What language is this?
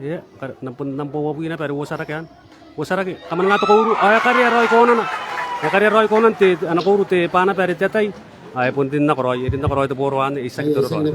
Gilbertese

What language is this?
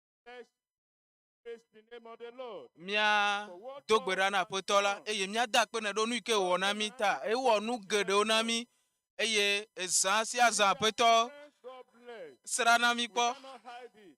Ewe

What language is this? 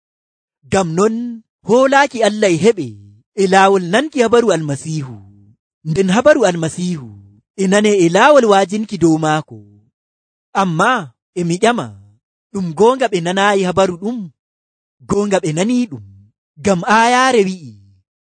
Nigerian Fulfulde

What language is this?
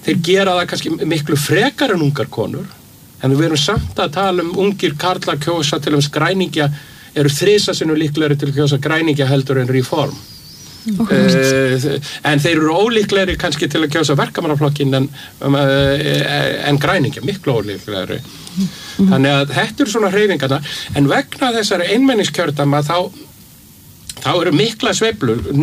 Icelandic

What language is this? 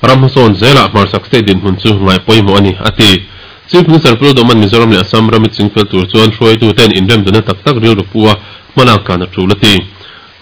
Mizo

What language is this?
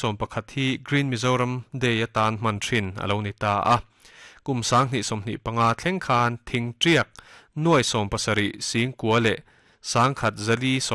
Mizo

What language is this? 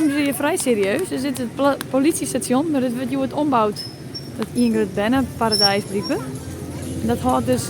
Western Frisian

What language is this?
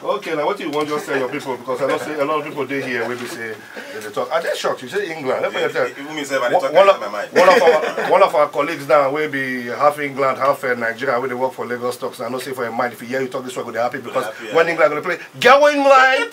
Nigerian Pidgin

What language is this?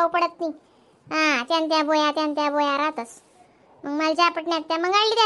Khandesi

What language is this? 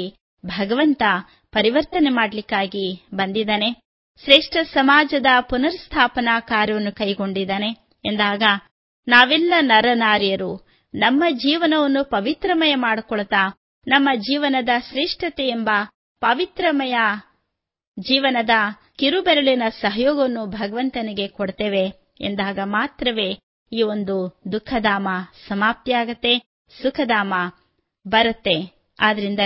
Kannada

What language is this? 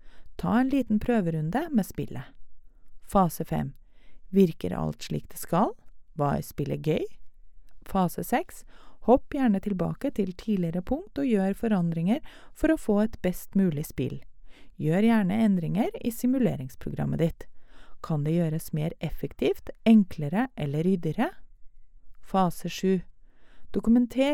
Norwegian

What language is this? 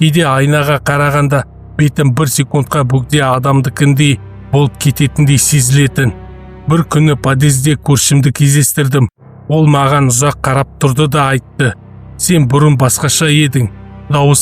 Kazakh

